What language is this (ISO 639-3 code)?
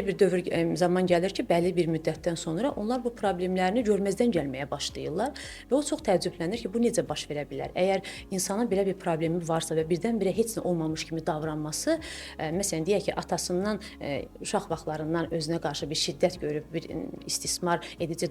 aze